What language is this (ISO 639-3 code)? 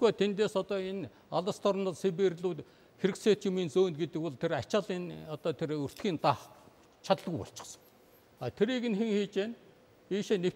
mon